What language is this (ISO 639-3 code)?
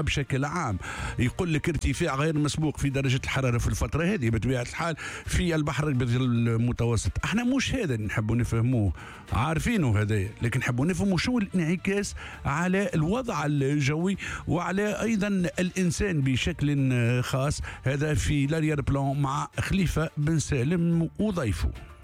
aeb